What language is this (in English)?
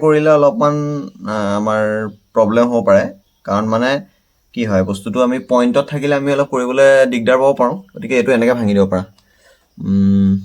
Assamese